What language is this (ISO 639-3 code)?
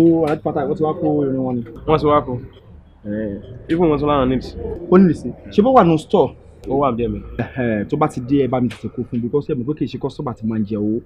yor